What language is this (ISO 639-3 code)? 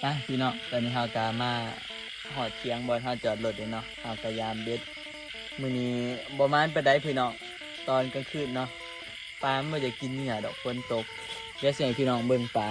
tts